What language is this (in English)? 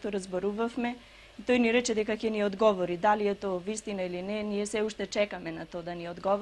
Macedonian